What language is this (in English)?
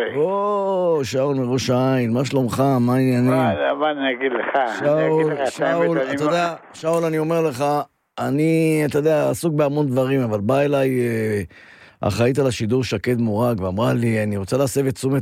Hebrew